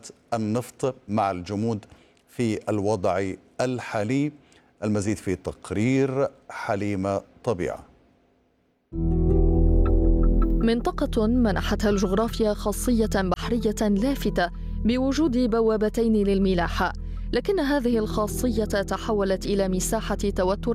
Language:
Arabic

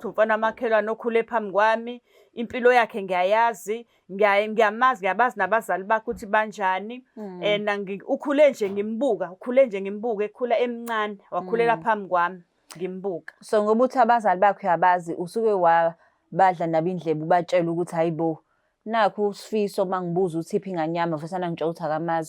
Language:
Zulu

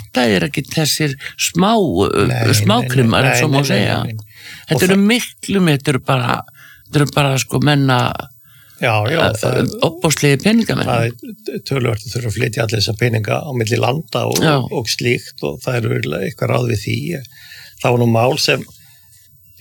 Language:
Icelandic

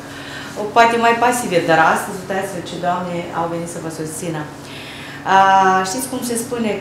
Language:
Romanian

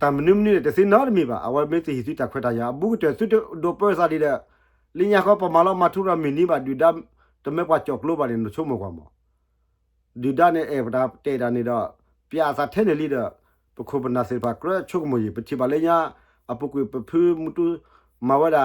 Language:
S'gaw Karen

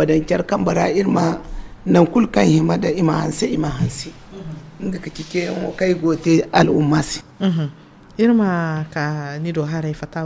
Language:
Zarma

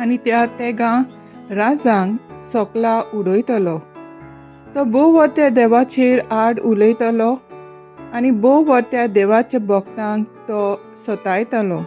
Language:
Konkani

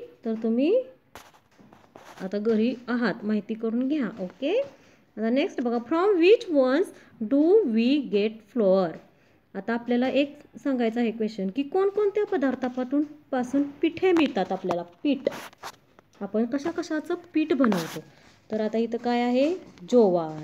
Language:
Marathi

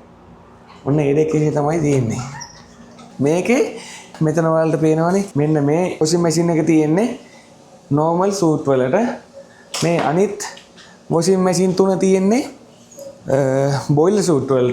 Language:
Sinhala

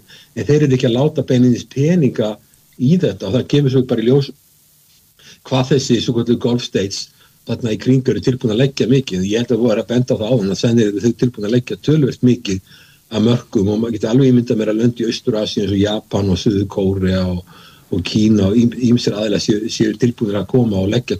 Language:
Icelandic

